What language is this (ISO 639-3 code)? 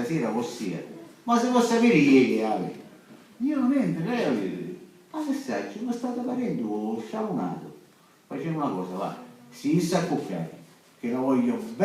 scn